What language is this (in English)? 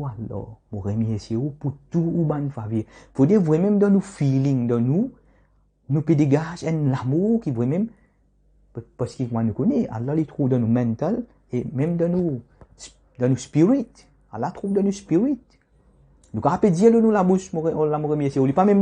Morisyen